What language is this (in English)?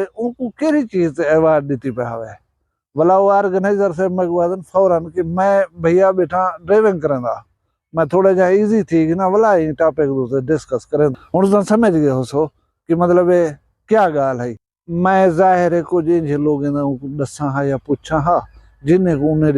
Saraiki